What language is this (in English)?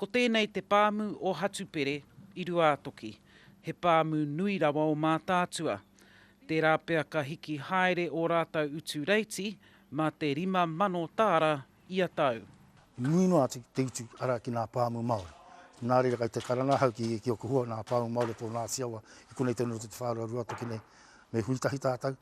Māori